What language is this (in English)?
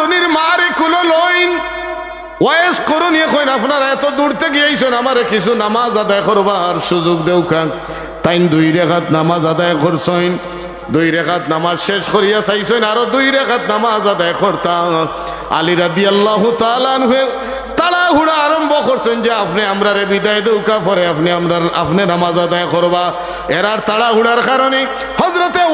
Sylheti